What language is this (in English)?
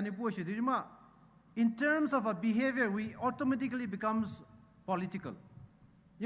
Poumei Naga